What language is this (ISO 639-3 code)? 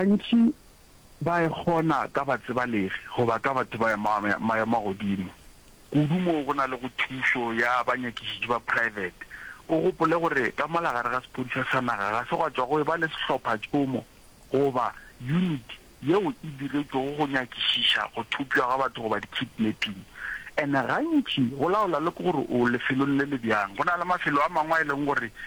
nso